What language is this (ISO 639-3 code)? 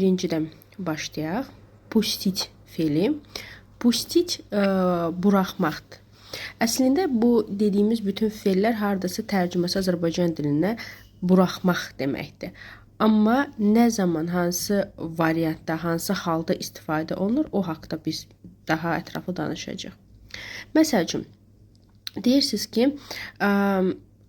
aze